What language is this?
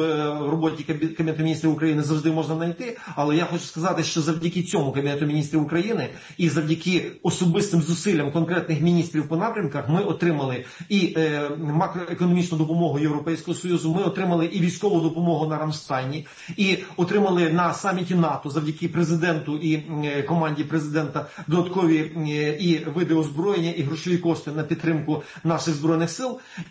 Ukrainian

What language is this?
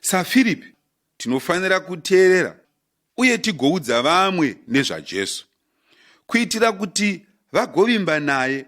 Shona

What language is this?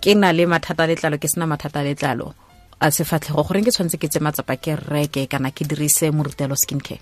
Tswana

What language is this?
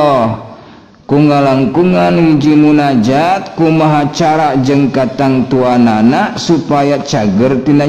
Sundanese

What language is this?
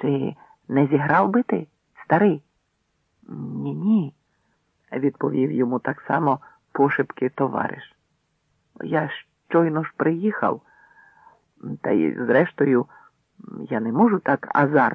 Ukrainian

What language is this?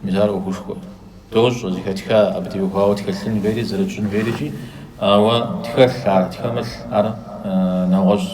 Kabardian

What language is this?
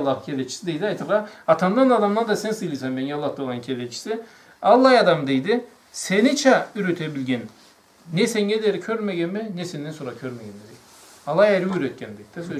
Karachay-Balkar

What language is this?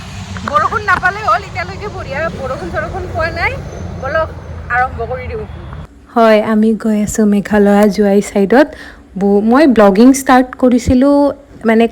Assamese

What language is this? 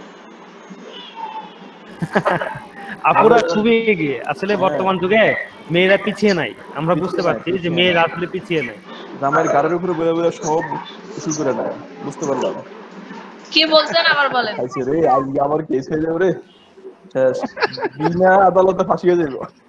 Bangla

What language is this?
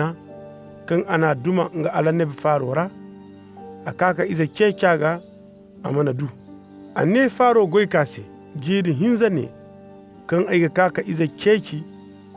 Koyraboro Senni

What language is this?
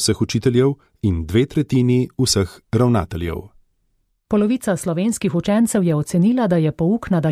Slovenian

